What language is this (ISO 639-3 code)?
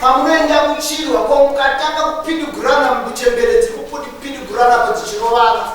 sna